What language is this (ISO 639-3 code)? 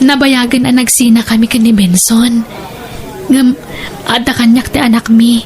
ilo